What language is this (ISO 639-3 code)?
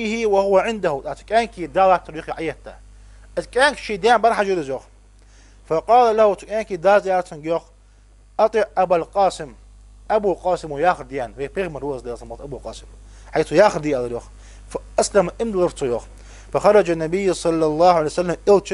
inh